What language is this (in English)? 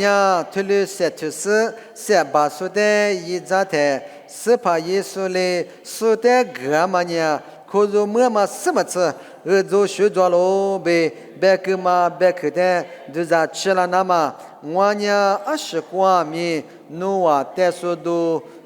Lisu